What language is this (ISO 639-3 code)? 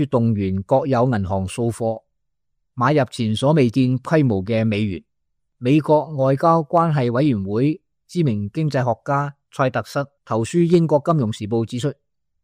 yue